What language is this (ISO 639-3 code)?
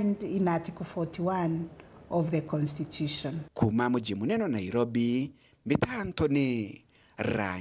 mer